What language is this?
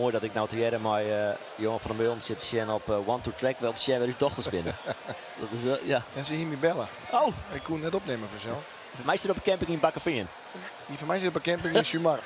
Western Frisian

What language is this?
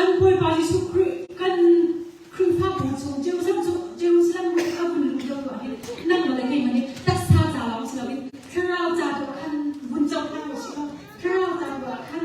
Hakha Chin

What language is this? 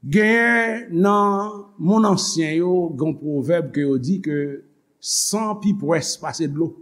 Haitian Creole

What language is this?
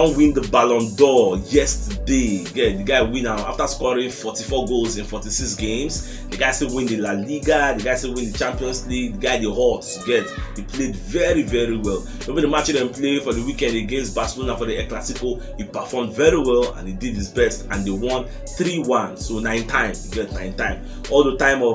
Nigerian Pidgin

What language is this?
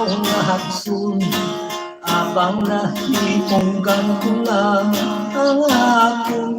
Hiligaynon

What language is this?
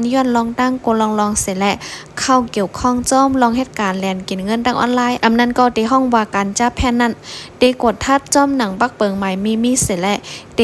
Shan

